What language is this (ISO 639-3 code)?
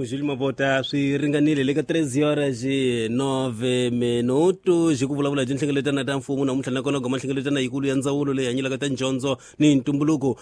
tso